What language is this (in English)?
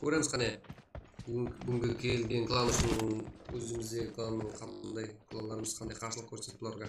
Kara-Kalpak